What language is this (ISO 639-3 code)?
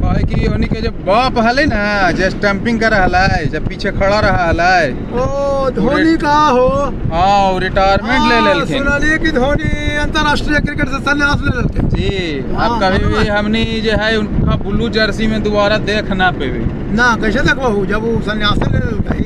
mag